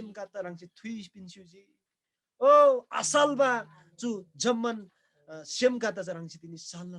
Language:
Eastern Tamang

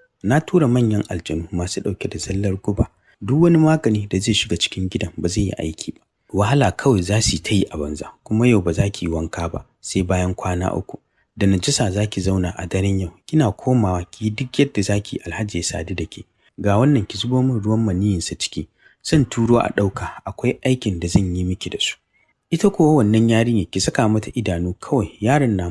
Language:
Hausa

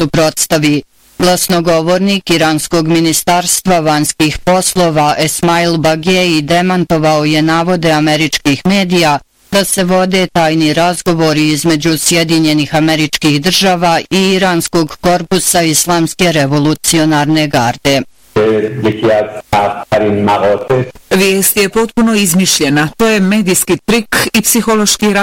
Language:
Bosnian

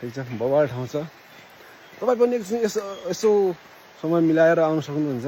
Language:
Nepali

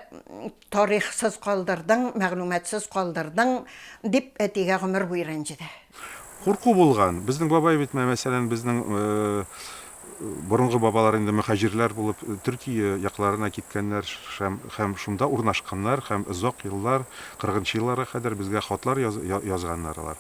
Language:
Tatar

